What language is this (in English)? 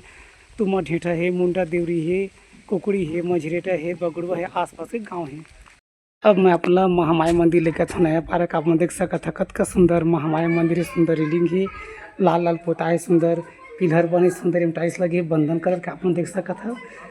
Chhattisgarhi